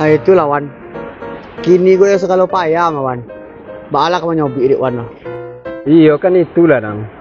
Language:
Minangkabau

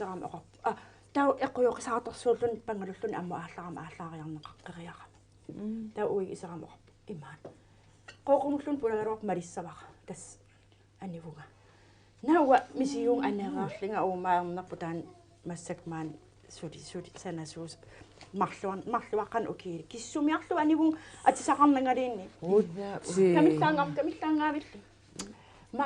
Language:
Kalaallisut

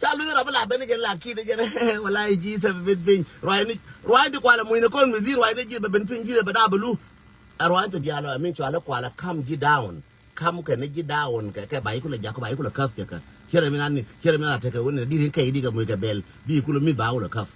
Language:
Nuer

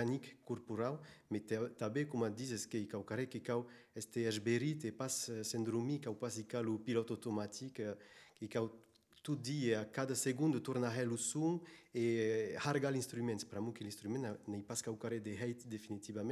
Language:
Occitan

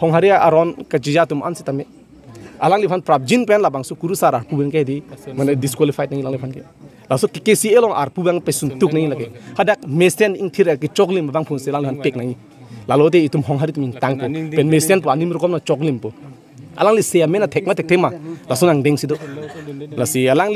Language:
Karbi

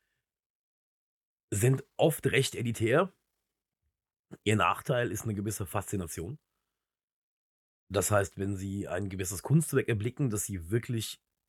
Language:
German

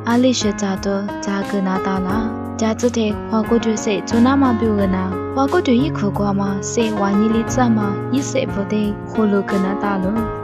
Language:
Lisu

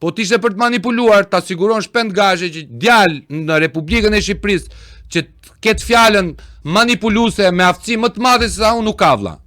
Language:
Albanian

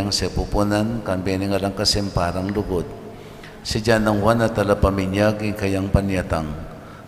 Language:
Pampanga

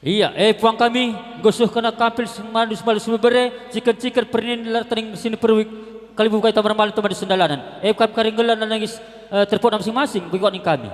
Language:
Batak Karo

